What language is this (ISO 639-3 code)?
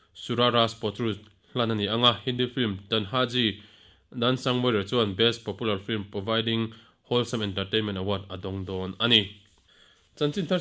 lus